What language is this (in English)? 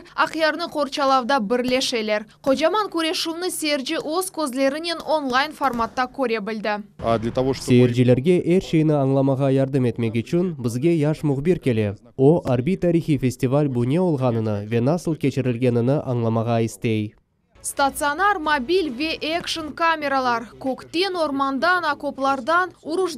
Crimean Tatar